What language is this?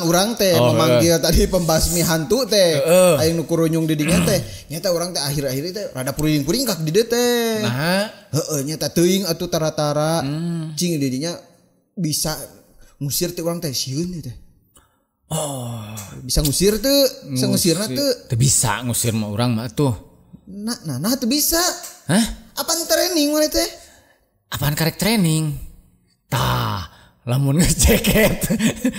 Sundanese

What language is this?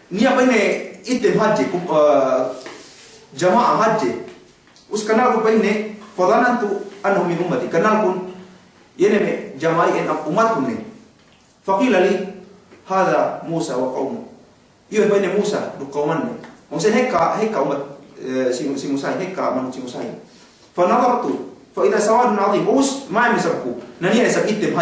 Yakan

